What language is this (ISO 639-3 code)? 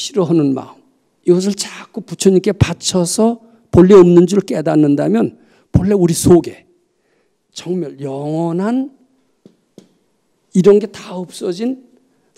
kor